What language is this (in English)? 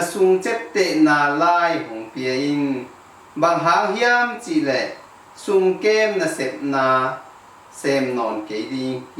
Tedim Chin